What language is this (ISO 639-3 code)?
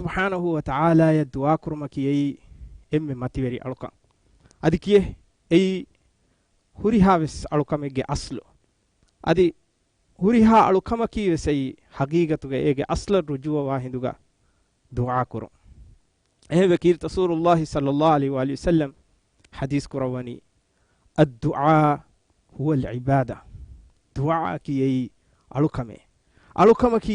div